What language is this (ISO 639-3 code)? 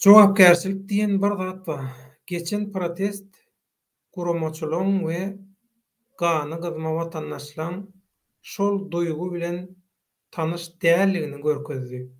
tuk